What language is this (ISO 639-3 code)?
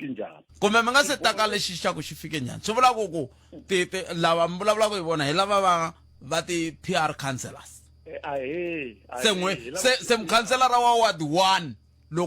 tso